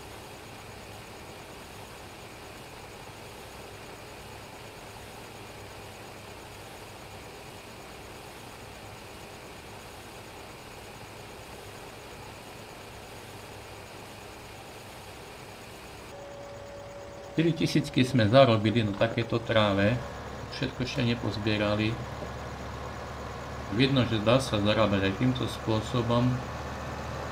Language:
Slovak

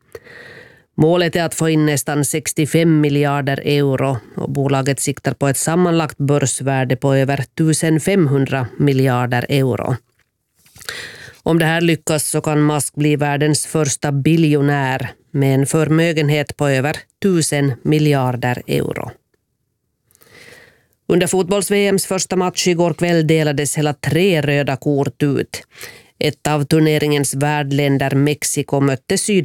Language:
Swedish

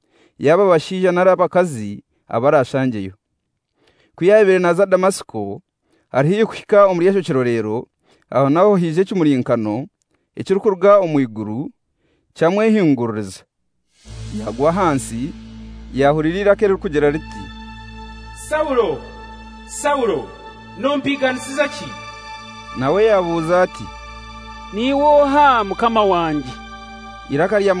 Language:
Kinyarwanda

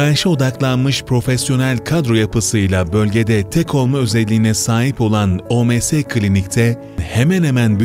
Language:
Turkish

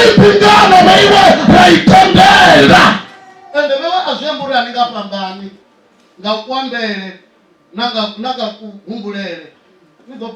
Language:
Venda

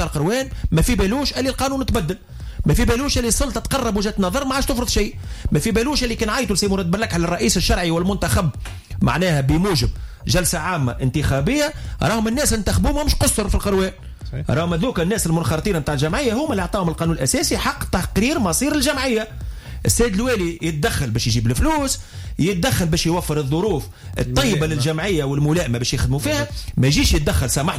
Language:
Tunisian Arabic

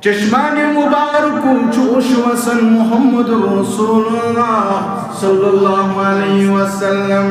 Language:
Kashmiri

